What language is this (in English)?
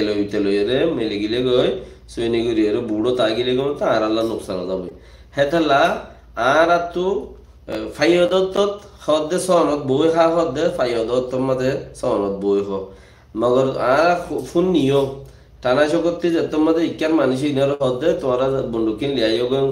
Rohingya